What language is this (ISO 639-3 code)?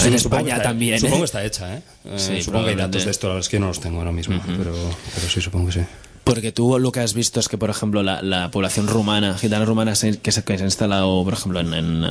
spa